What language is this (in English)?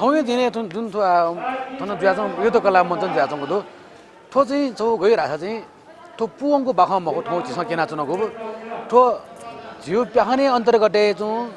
Newari